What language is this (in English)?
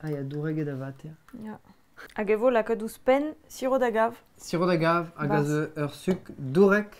Breton